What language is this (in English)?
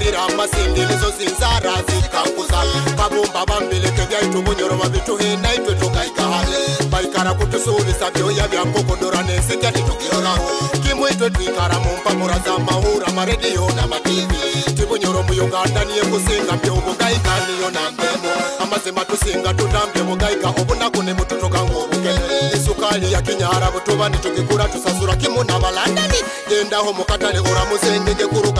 Nyoro